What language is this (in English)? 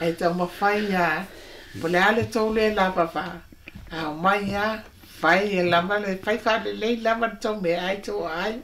Samoan